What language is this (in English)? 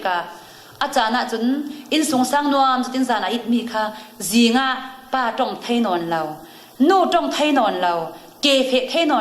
Falam Chin